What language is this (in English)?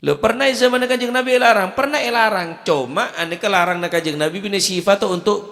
Madurese